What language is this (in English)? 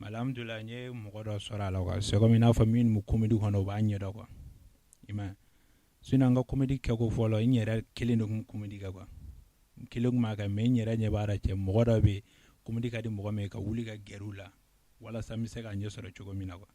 Bambara